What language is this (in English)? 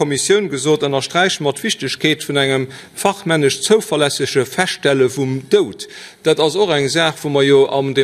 Luxembourgish